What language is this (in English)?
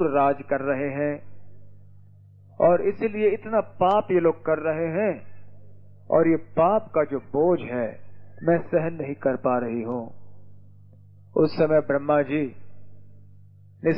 Hindi